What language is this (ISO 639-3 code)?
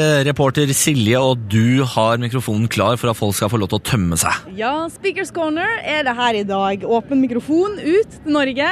nor